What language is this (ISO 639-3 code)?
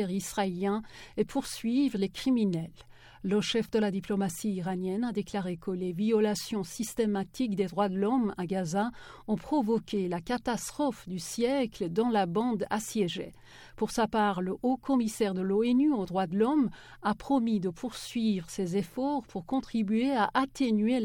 fra